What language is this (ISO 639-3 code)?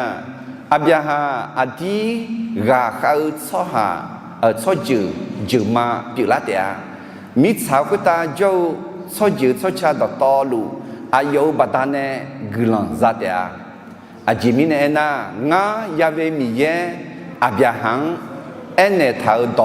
ahk